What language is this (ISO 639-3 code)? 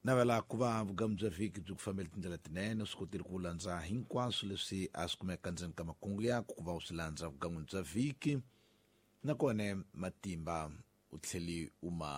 tso